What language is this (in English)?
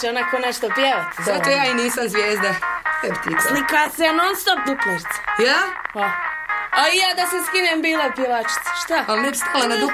Bosnian